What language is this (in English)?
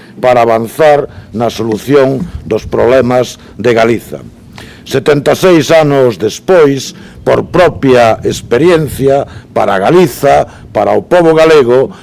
Galician